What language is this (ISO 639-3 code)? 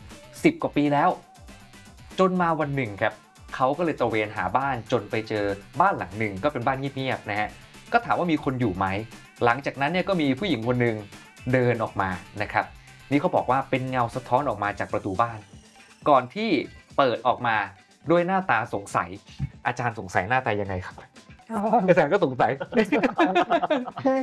tha